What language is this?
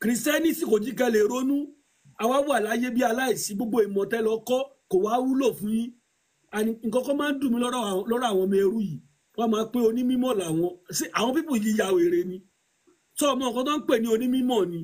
Yoruba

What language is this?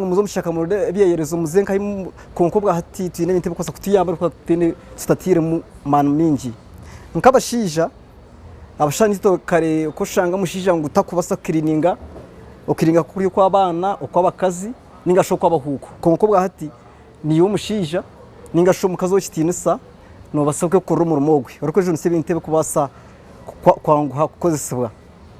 Nyankole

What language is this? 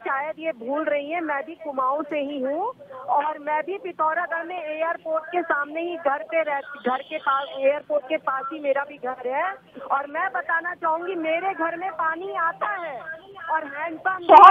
Hindi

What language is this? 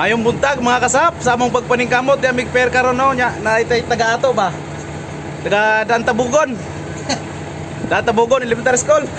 Cebuano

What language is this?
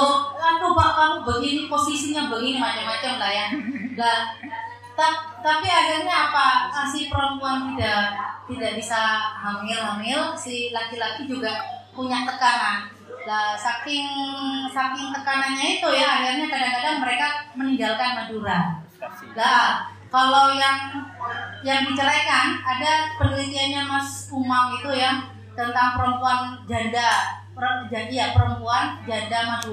Indonesian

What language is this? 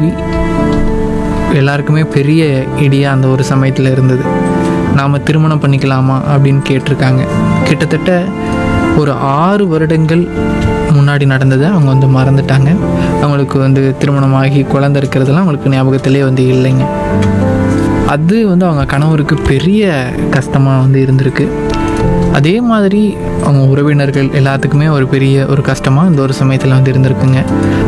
Tamil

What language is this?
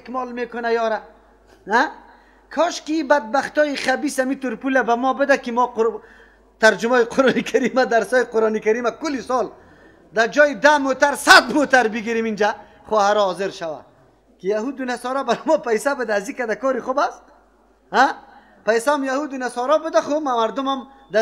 Persian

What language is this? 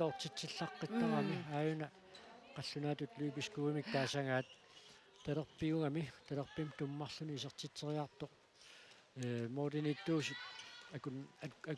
Kalaallisut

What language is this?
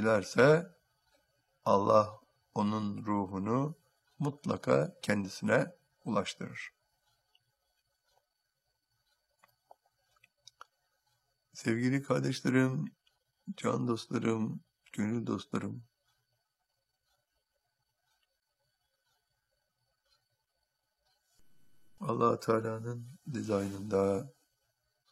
Turkish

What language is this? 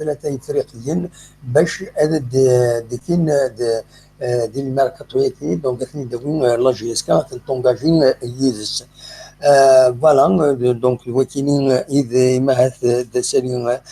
Kabyle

